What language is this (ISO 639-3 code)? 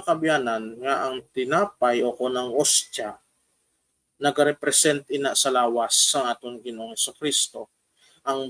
hil